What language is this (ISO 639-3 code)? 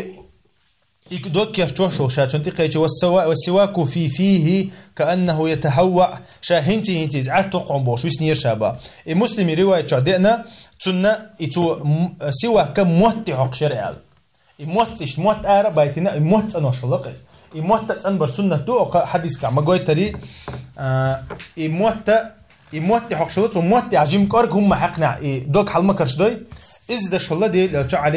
che